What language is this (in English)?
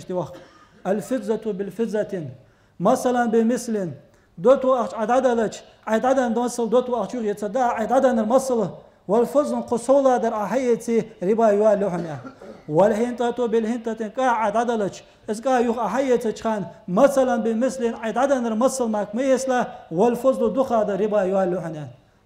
Ingush